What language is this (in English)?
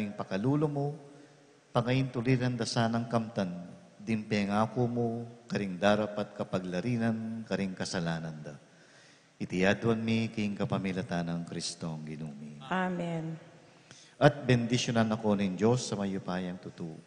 Pampanga